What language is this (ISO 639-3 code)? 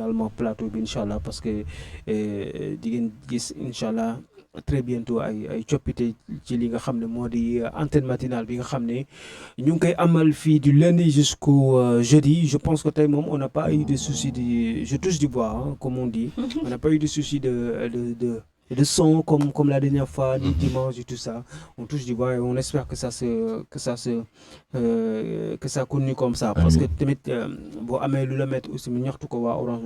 wol